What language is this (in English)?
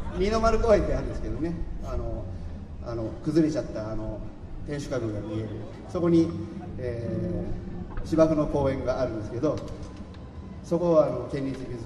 Japanese